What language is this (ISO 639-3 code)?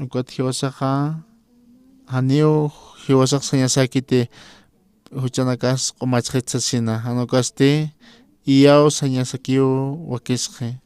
aym